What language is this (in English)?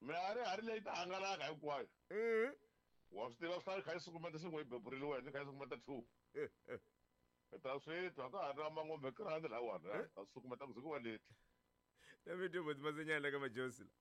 Tsonga